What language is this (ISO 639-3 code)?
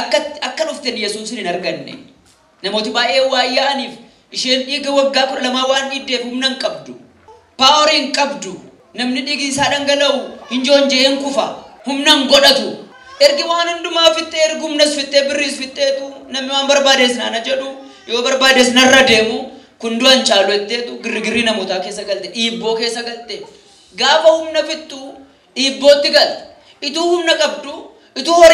orm